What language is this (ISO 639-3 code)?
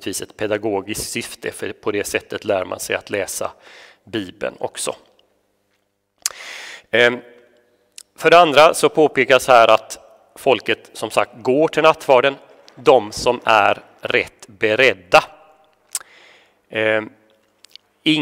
swe